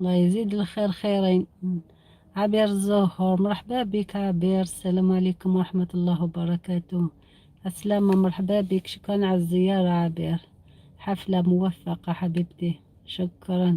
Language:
Algerian Arabic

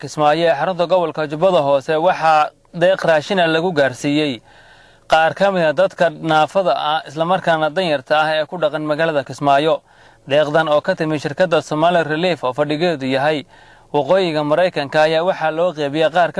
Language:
Somali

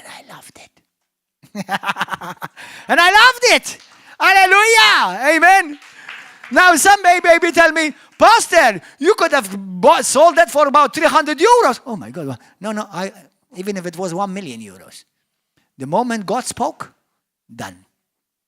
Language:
English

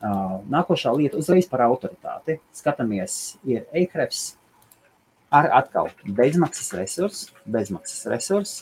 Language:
Latvian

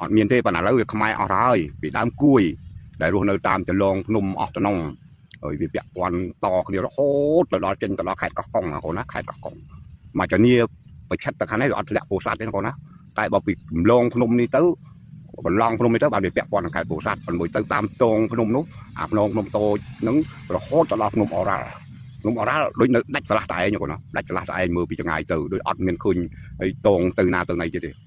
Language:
Khmer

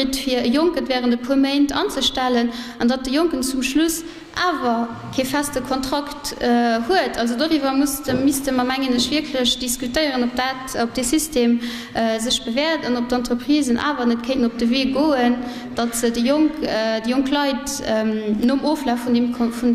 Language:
Luxembourgish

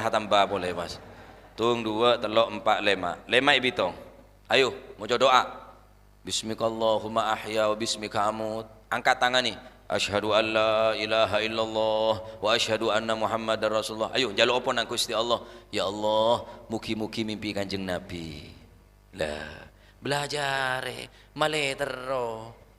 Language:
Madurese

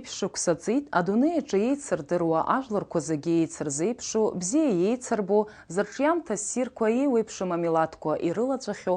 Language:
Abkhazian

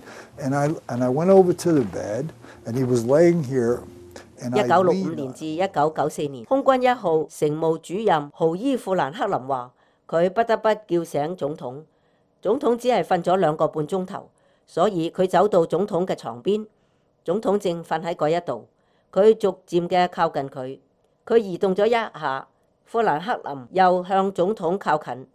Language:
Cantonese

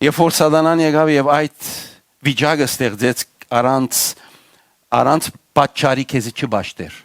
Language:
Western Armenian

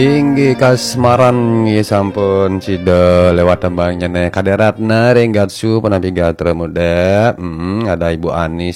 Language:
Balinese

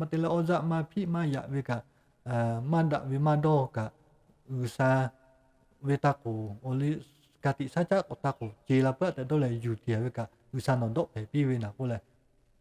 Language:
Lahu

